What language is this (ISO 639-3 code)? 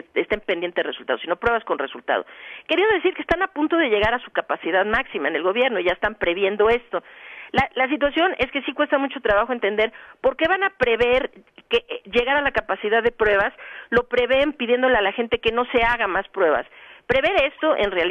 spa